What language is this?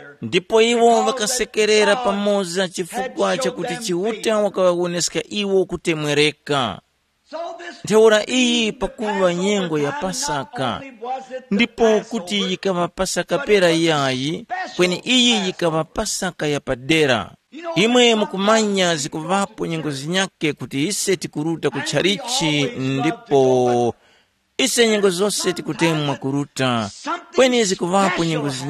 Tumbuka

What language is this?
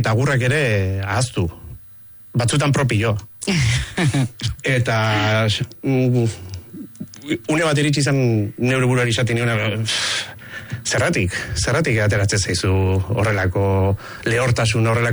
Basque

